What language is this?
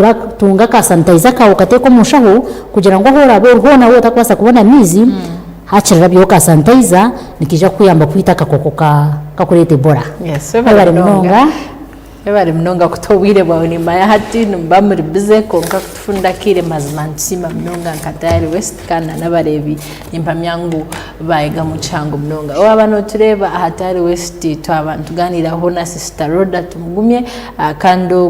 Nyankole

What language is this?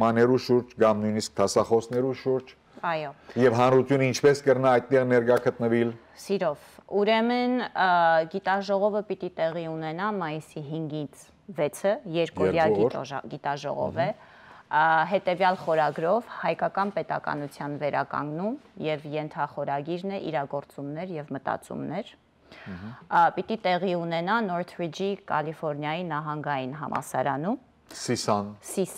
Western Armenian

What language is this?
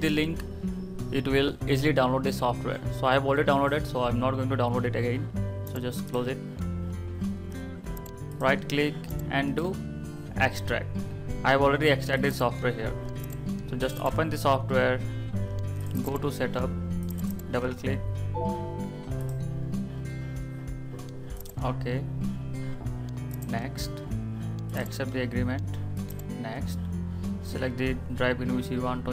English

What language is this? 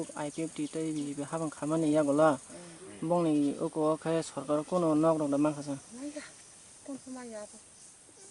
Kok Borok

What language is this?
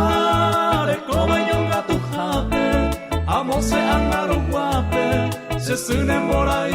Guarani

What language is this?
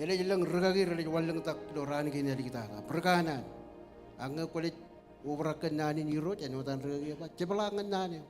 Marshallese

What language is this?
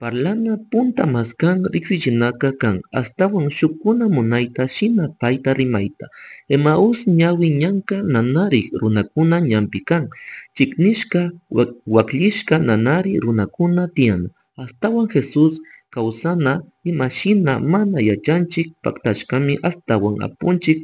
Chimborazo Highland Quichua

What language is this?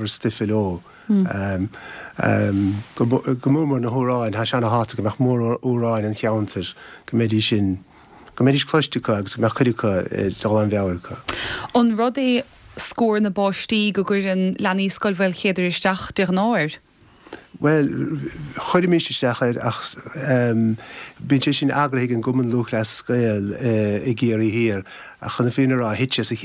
Irish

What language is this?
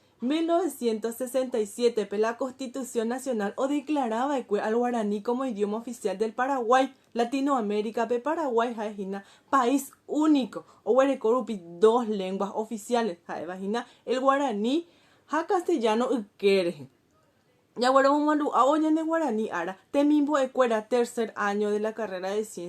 Guarani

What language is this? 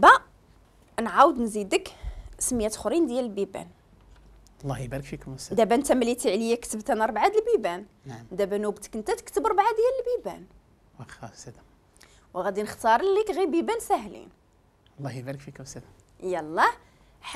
Moroccan Arabic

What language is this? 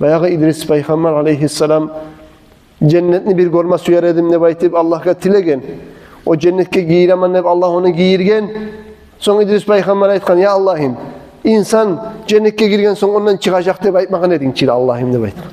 Kumyk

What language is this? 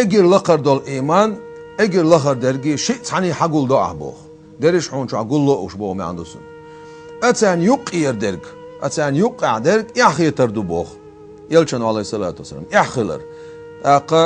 Chechen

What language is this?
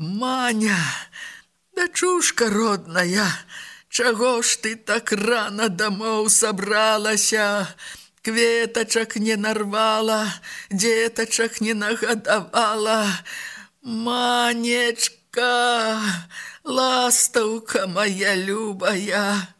Belarusian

